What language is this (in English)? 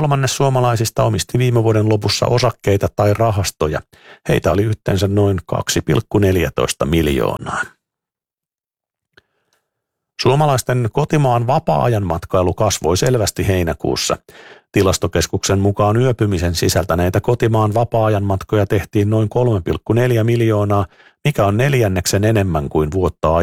Finnish